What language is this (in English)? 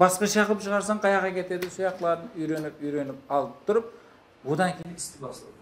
Kara-Kalpak